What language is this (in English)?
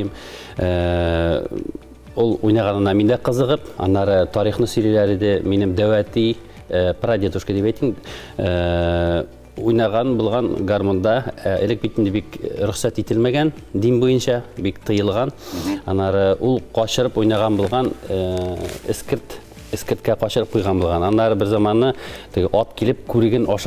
Tatar